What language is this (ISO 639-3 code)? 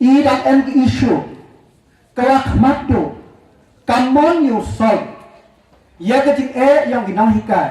pbv